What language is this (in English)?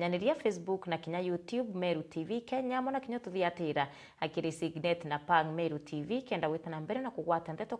Meru